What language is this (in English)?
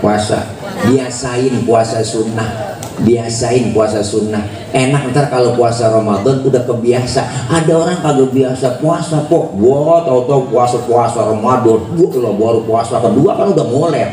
Betawi